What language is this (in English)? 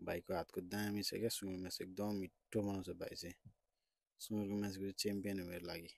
Nepali